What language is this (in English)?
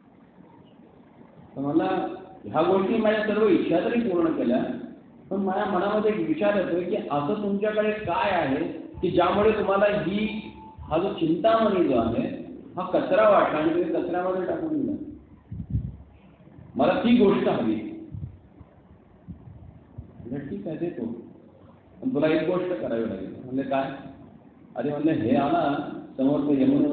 Marathi